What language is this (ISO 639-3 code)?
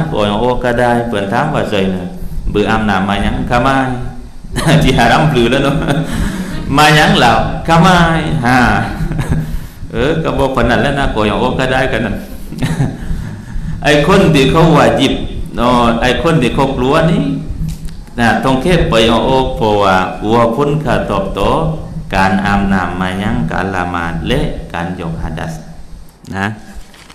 tha